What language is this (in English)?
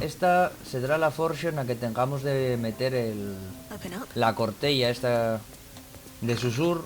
Asturian